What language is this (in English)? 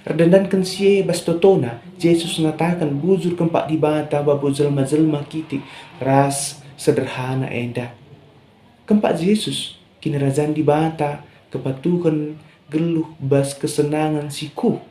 Batak Karo